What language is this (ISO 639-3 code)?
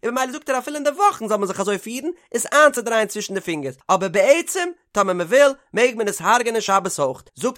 yid